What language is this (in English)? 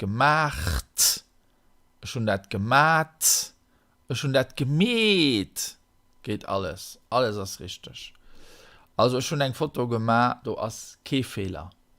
Luxembourgish